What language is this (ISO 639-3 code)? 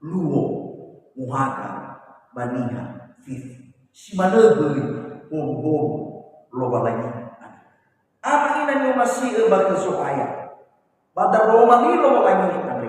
nia